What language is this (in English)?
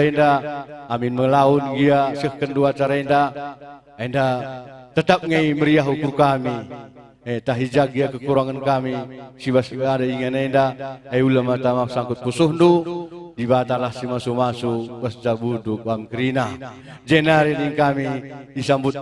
Batak Karo